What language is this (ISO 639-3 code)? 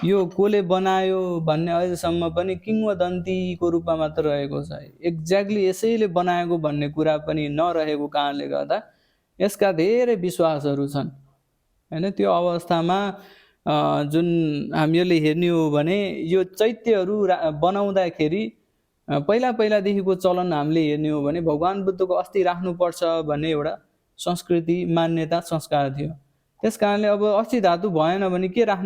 nep